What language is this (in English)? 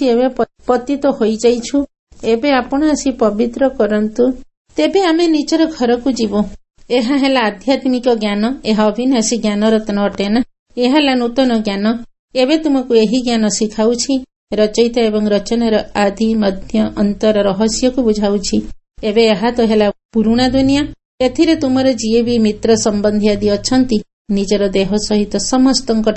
Odia